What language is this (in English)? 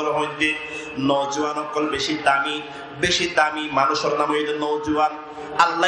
Rohingya